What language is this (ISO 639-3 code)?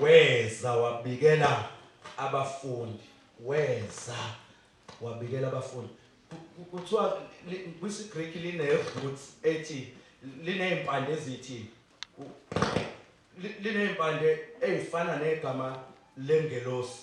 zul